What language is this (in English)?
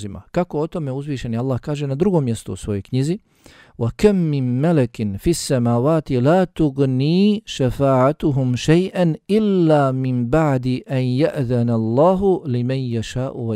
Bosnian